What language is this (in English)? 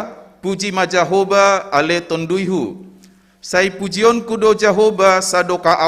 Batak Simalungun